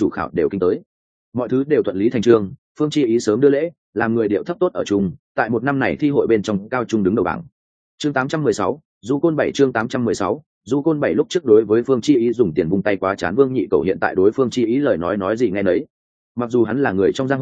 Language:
Vietnamese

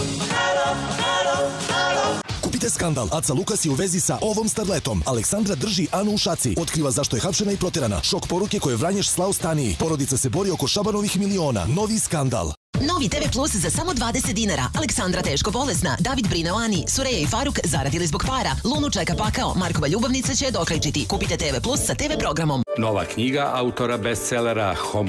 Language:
Serbian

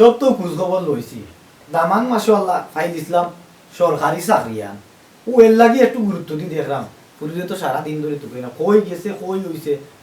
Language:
Sylheti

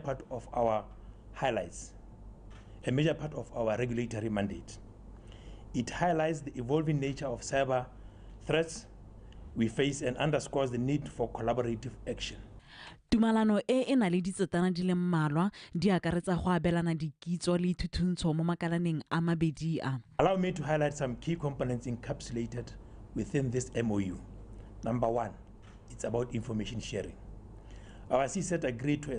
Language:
Tswana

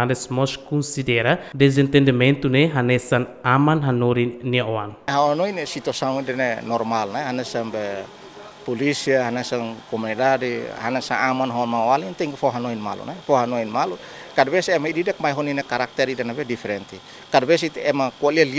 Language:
Tetum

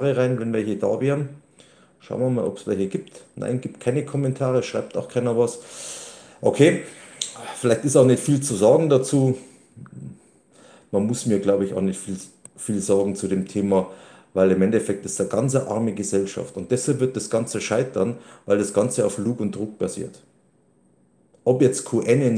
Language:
German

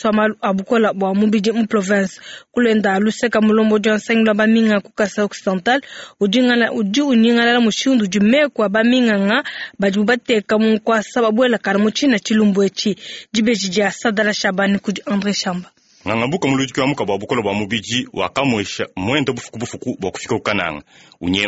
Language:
Luba-Lulua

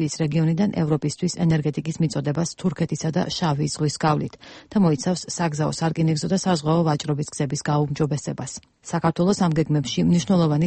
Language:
Georgian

